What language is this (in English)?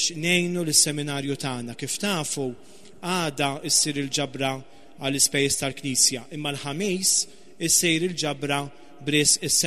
Maltese